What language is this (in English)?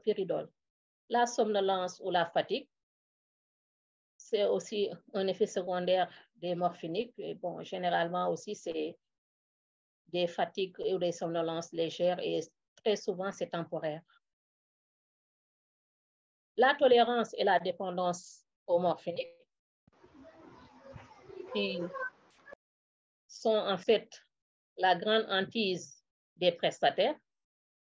French